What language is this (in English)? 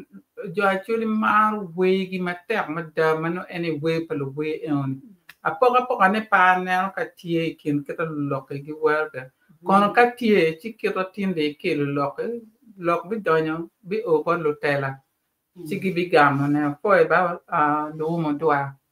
Acoli